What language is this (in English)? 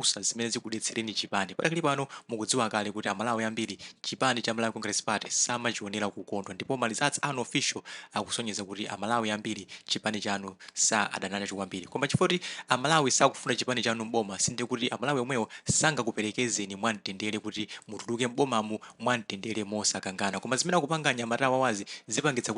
Nyanja